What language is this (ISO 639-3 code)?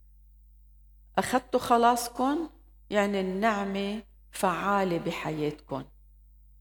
apc